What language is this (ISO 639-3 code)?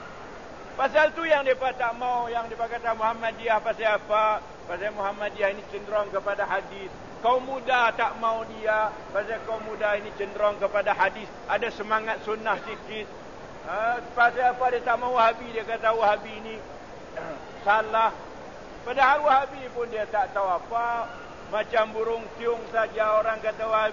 msa